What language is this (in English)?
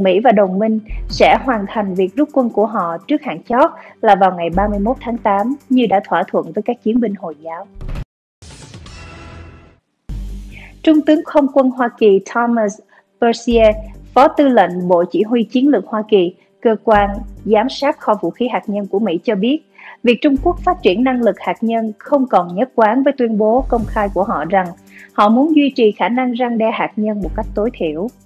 Vietnamese